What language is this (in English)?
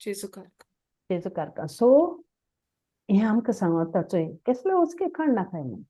Konkani